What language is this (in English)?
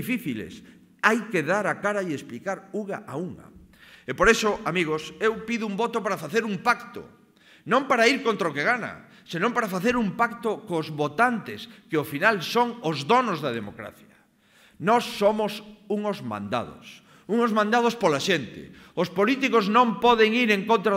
Galician